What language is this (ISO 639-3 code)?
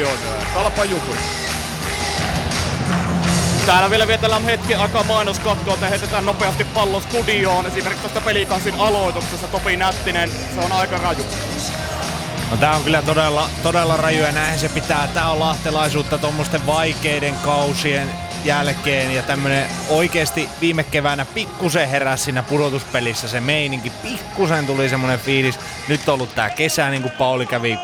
fin